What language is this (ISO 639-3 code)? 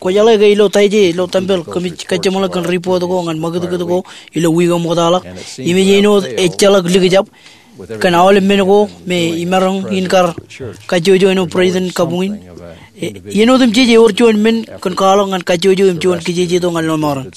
mah